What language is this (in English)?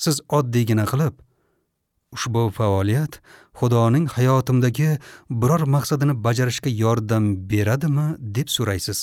Uzbek